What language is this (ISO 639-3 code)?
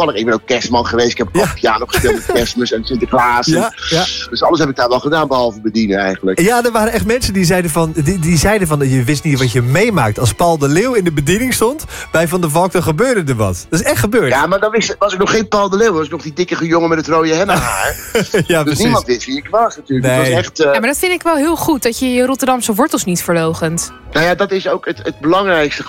nld